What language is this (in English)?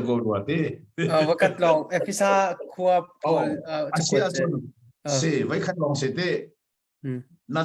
Hakha Chin